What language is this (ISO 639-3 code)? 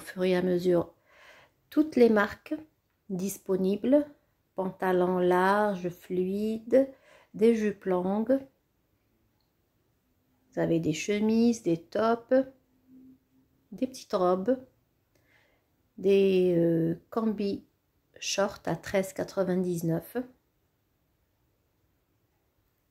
fra